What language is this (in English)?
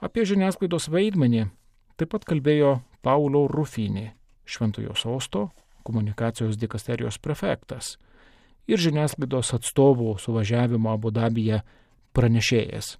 Lithuanian